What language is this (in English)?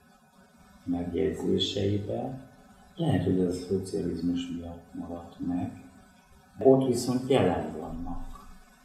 Hungarian